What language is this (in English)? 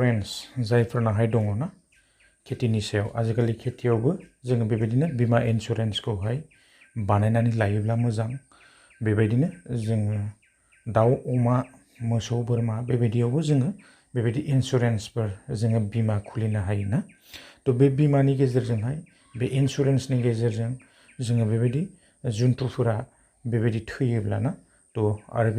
Bodo